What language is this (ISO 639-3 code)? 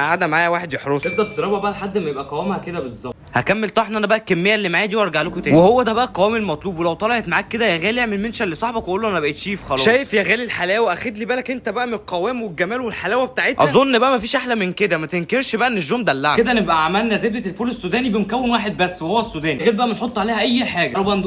arz